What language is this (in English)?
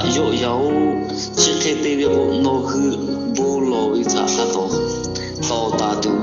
Lahu